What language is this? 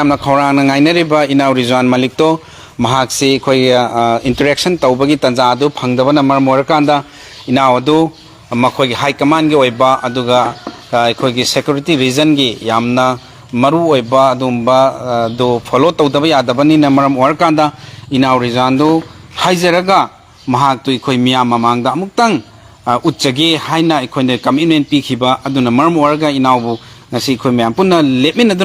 Manipuri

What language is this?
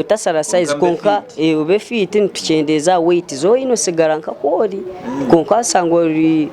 Nyankole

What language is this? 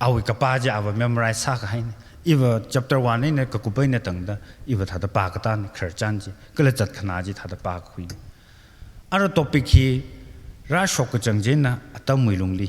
Tangkhul Naga (India)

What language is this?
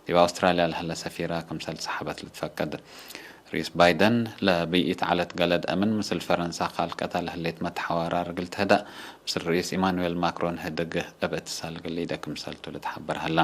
Tigre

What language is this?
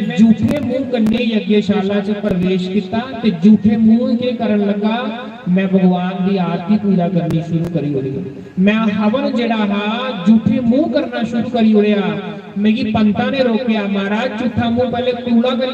Dogri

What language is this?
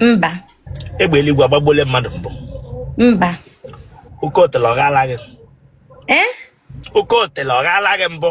Igbo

